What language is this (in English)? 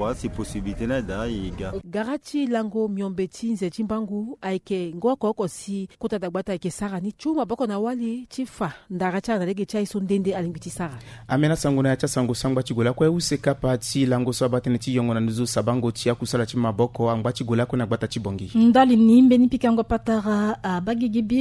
Sango